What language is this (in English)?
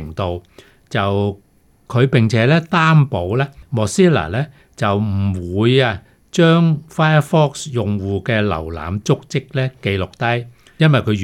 Cantonese